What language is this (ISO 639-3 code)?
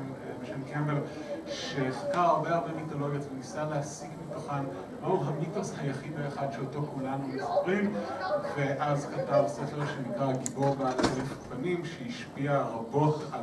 heb